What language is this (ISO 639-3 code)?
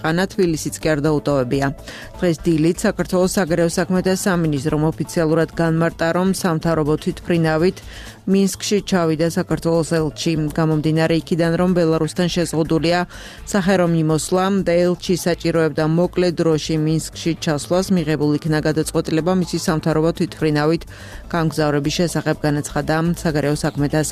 kat